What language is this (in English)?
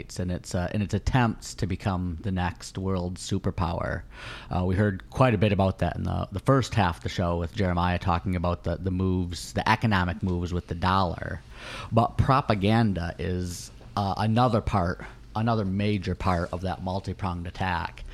English